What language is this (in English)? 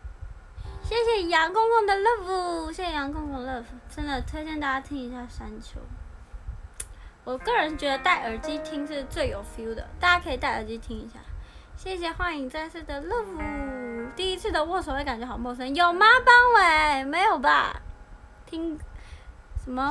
Chinese